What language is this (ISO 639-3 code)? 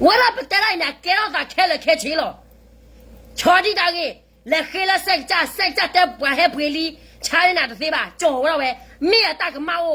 ksw